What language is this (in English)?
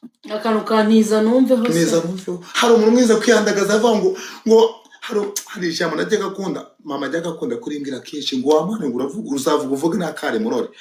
Kinyarwanda